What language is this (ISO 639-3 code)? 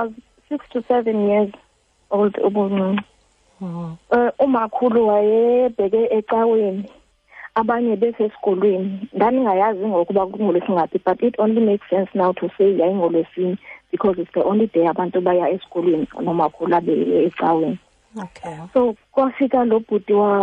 xho